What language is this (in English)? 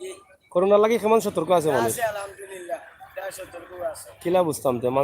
Sylheti